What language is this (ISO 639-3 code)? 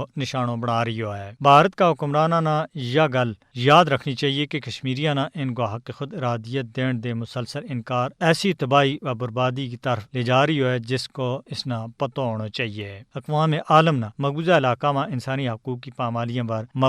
gju